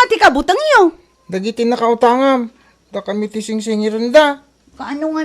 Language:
Iloko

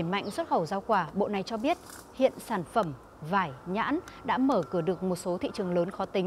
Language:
Vietnamese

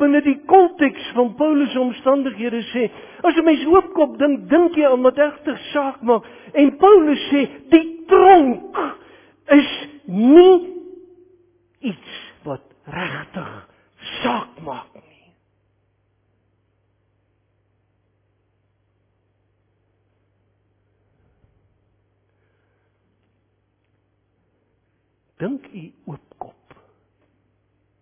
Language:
Afrikaans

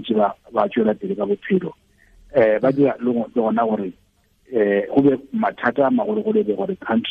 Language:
Tswana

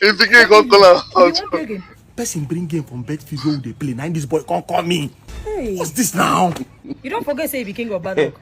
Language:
Nigerian Pidgin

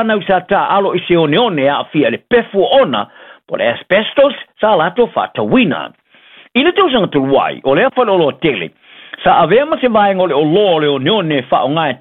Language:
Samoan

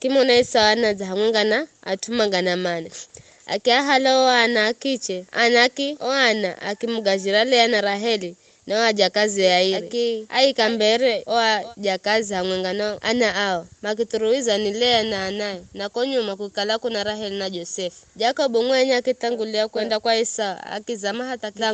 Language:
Giryama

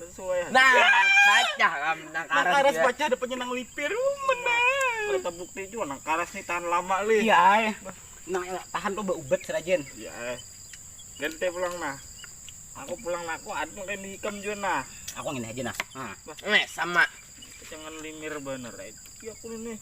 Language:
Banjar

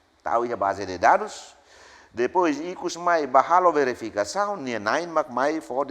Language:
Tetum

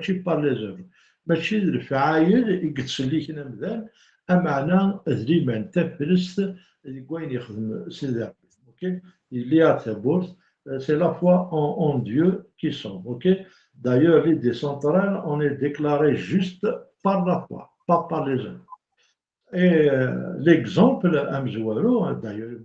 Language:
Kabyle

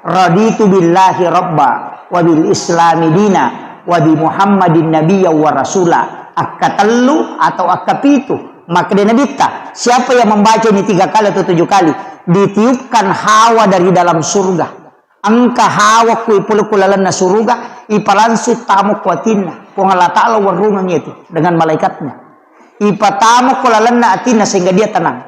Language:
Buginese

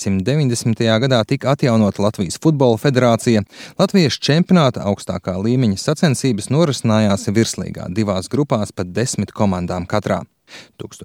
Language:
Latvian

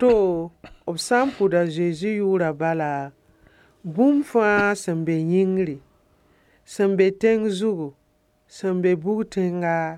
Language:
Mossi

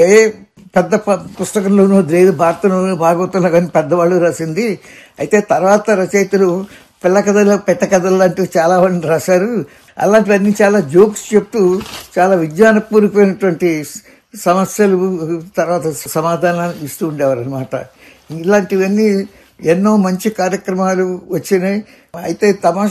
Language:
Telugu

